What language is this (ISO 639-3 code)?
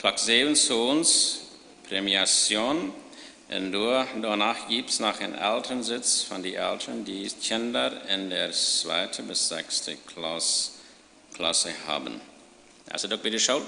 pdt